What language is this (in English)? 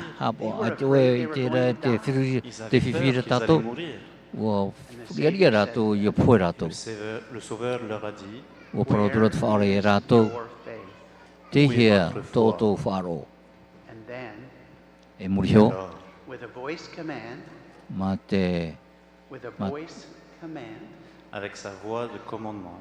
Tahitian